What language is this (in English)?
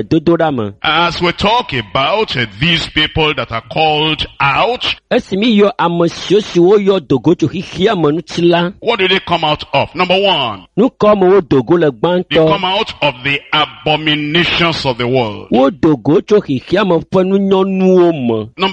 Ewe